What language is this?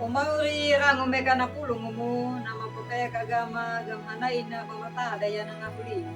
Anakalangu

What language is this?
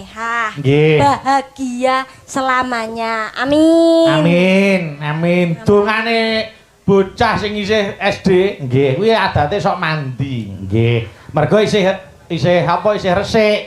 Javanese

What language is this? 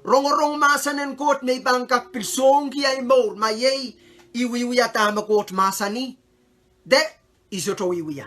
Pohnpeian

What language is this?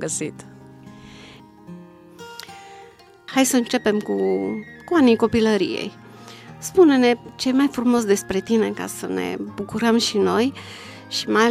Romanian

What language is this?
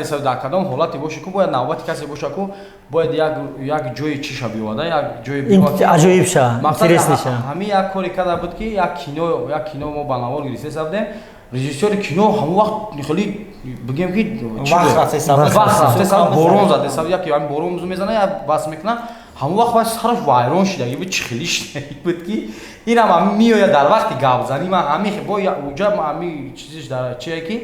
Tajik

